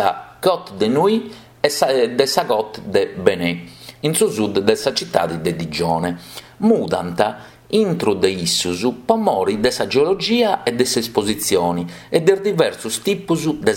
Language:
Sardinian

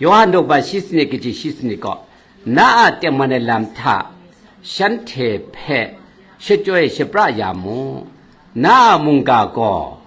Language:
Kachin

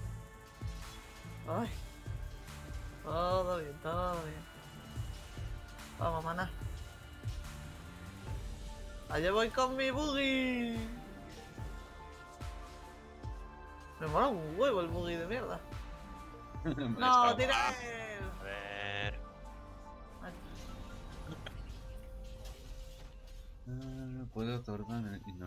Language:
Spanish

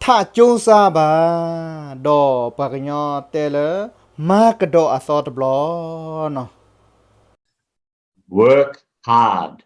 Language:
S'gaw Karen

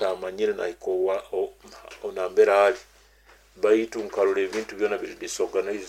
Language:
Nyoro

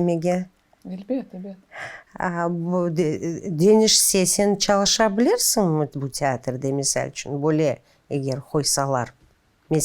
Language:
Crimean Tatar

